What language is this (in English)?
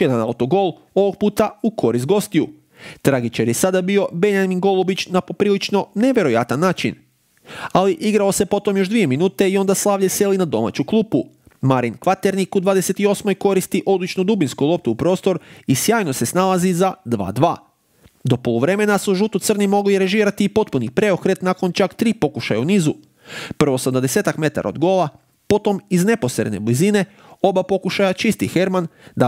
Croatian